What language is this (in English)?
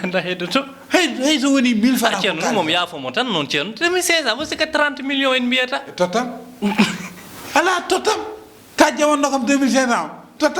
Fula